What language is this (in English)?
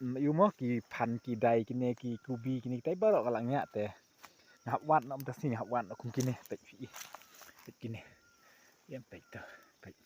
Khasi